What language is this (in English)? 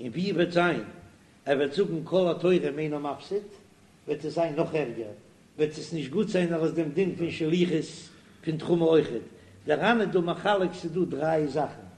Yiddish